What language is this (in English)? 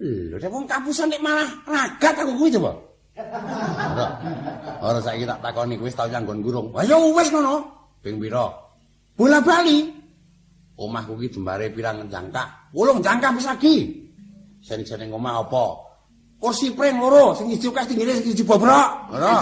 Javanese